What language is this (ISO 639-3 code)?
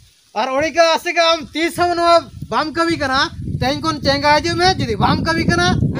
sat